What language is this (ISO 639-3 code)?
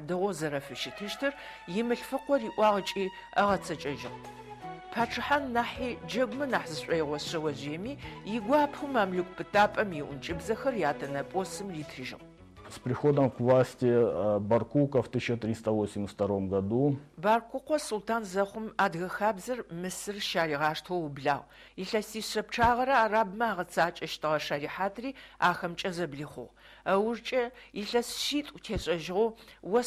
ady